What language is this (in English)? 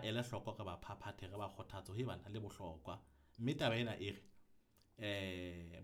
Southern Sotho